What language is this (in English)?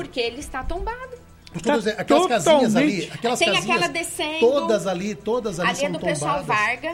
Portuguese